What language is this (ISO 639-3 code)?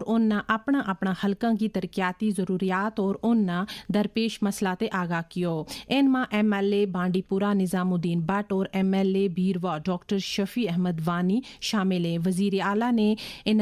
gju